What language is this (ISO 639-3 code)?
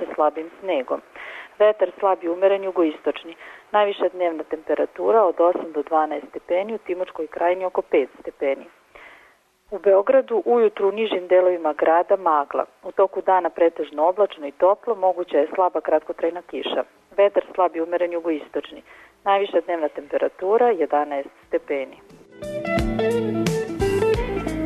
srp